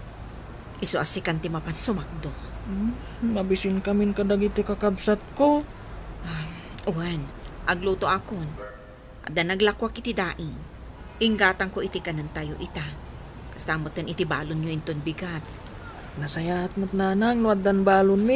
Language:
Iloko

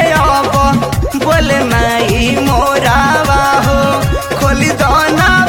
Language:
Bhojpuri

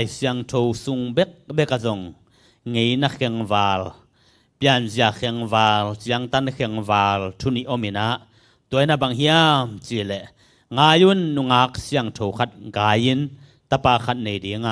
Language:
Tedim Chin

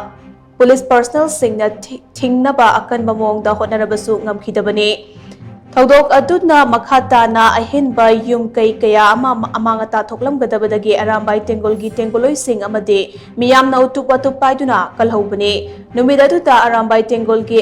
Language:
Manipuri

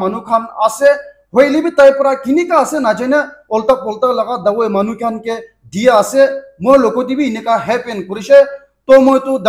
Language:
Naga Pidgin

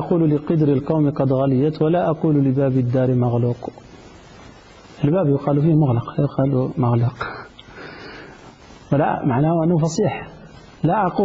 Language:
Arabic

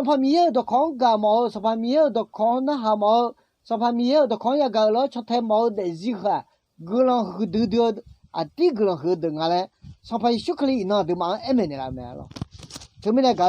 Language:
Akha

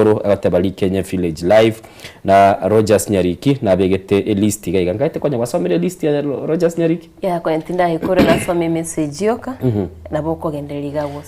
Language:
Gusii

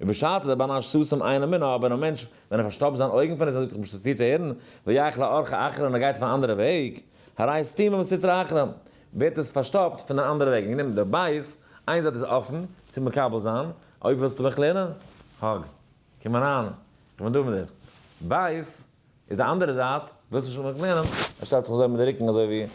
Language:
Yiddish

